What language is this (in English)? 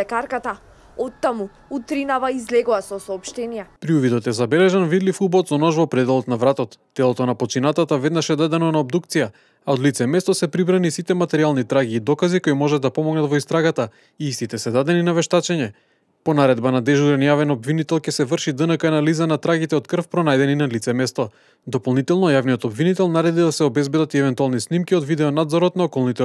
Macedonian